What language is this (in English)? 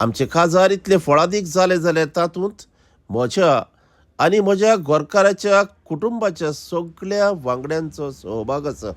Konkani